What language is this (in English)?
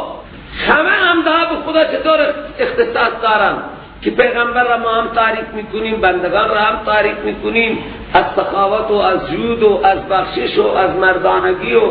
Persian